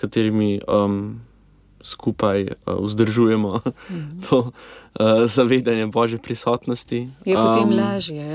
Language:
Slovenian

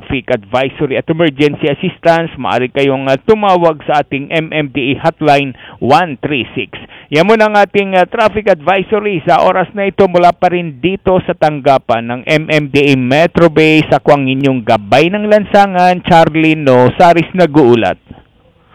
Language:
Filipino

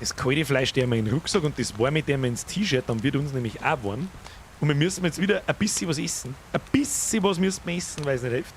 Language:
Bavarian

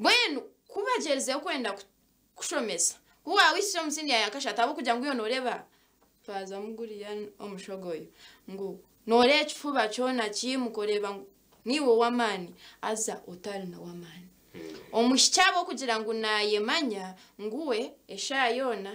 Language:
Nyankole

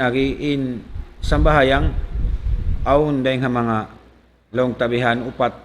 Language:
Tausug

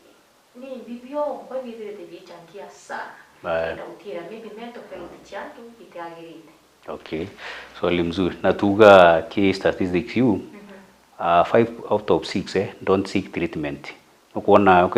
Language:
Meru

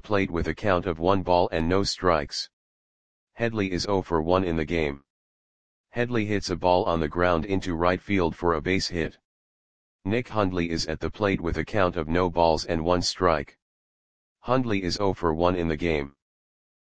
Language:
English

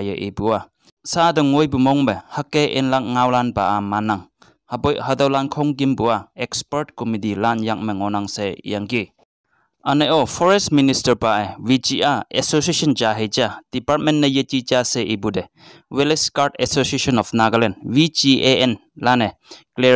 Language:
Konyak Naga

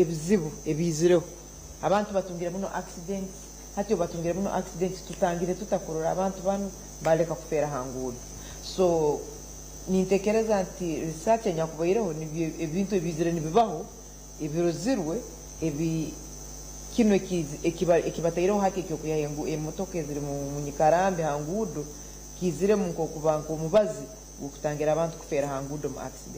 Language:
Nyankole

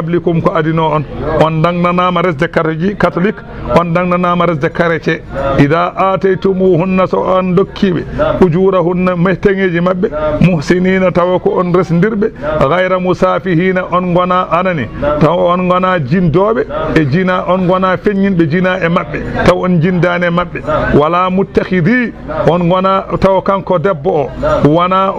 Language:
Fula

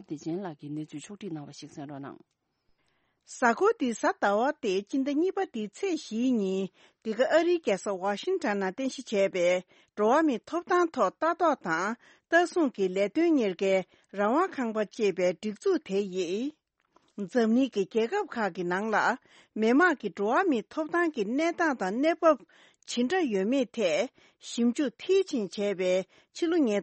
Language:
Tibetan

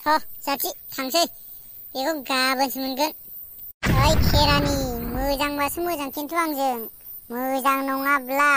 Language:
Bodo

